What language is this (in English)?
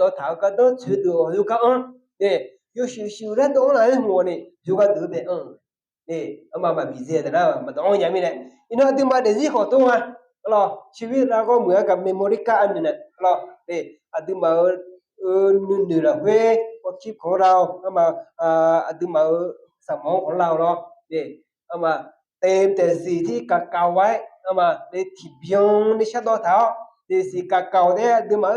Akha